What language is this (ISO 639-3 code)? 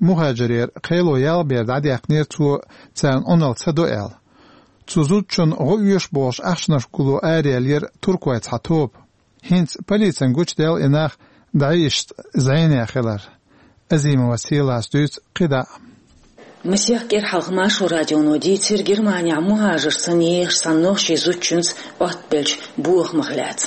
che